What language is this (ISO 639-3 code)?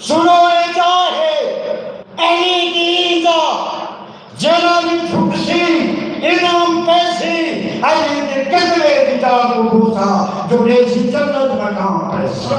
skr